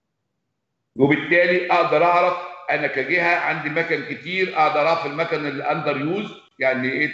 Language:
Egyptian Arabic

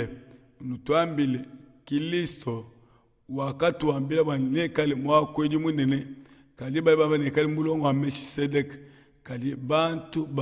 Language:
Luba-Lulua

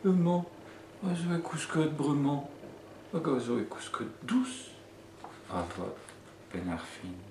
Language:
Breton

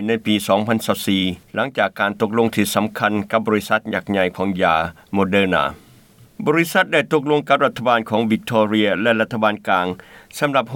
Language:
Lao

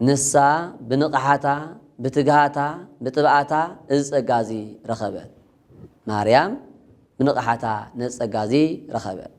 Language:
Tigrinya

